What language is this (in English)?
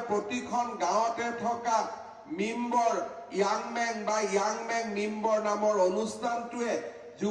Assamese